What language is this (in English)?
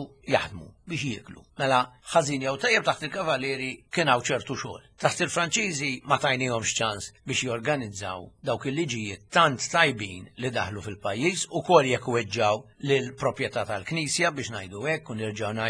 Maltese